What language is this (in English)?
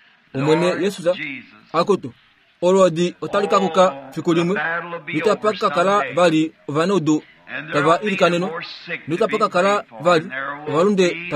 Kuanyama